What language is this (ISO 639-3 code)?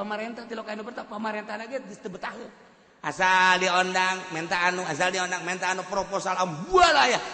sun